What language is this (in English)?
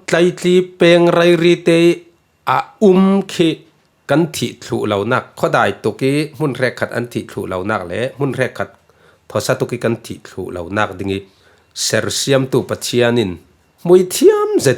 Falam Chin